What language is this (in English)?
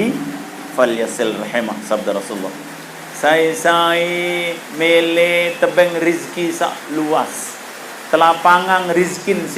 Sasak